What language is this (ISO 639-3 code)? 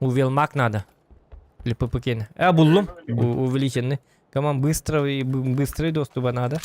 sah